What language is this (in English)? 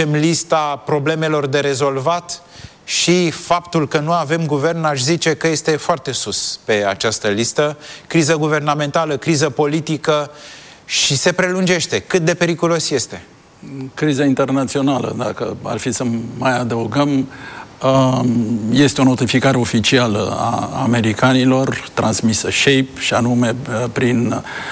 Romanian